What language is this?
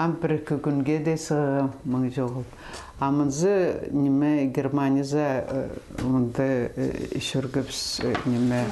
Khakas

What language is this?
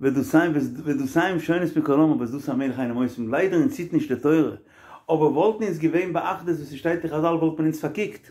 Yiddish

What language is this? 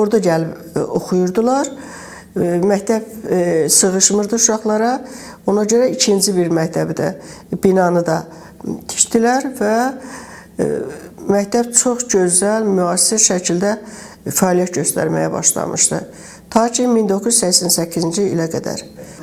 Azerbaijani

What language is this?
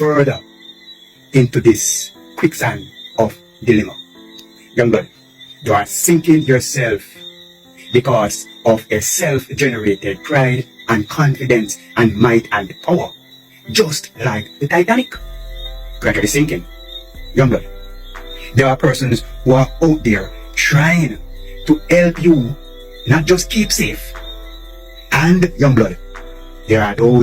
Jamaican Creole English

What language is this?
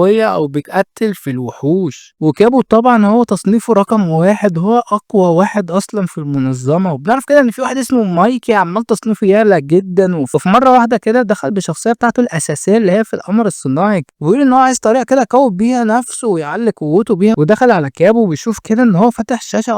Egyptian Arabic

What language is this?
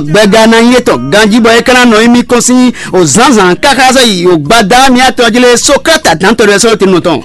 Fon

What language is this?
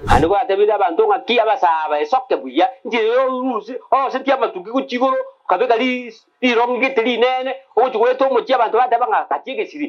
Gusii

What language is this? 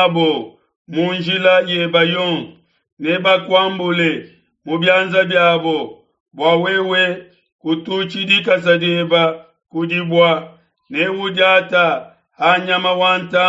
Luba-Lulua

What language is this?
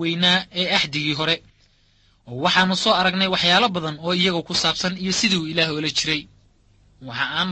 Somali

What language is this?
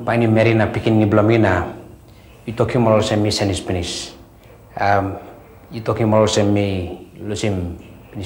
Tok Pisin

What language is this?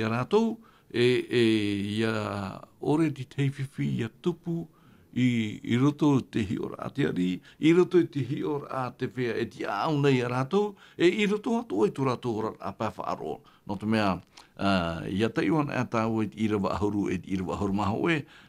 Tahitian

